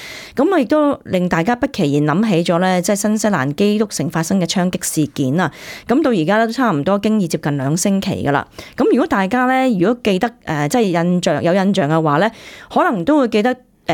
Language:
Cantonese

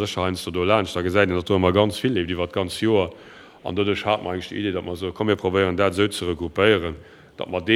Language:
Luxembourgish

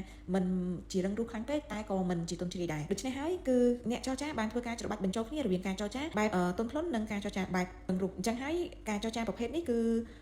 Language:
Khmer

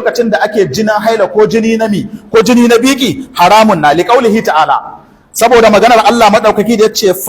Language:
Hausa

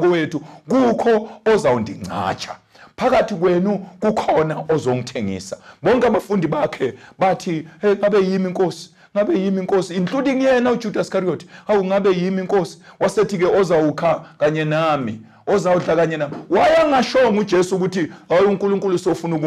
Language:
Zulu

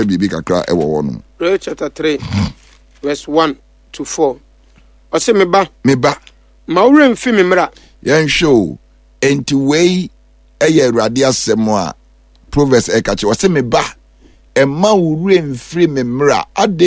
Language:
Akan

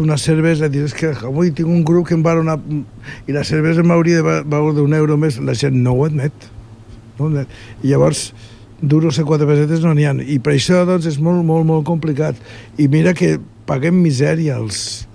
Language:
Catalan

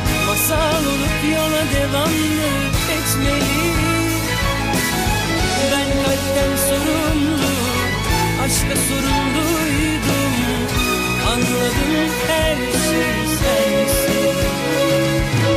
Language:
Turkish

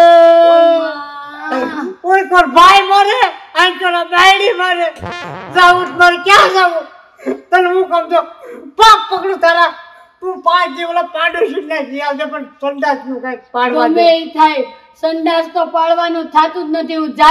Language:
Gujarati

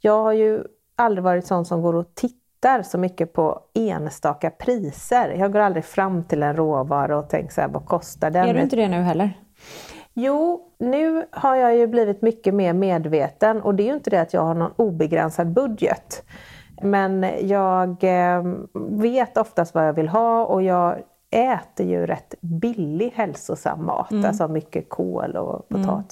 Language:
Swedish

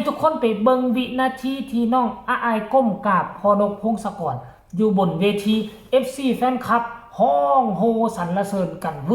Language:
Northeastern Thai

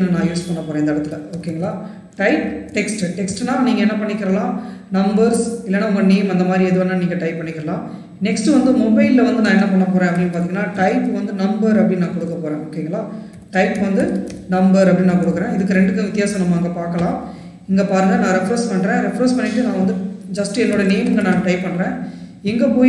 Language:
Tamil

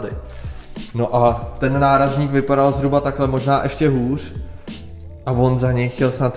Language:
Czech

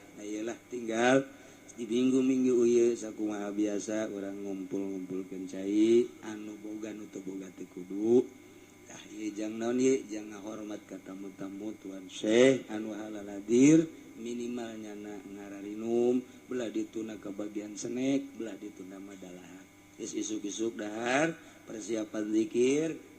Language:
Sundanese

